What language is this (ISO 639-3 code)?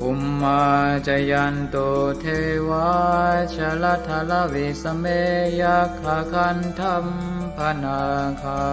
pli